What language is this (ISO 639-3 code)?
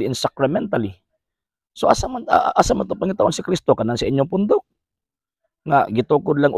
ceb